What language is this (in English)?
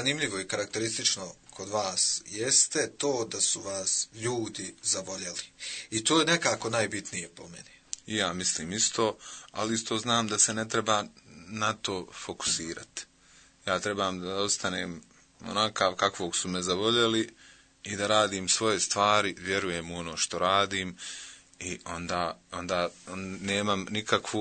Croatian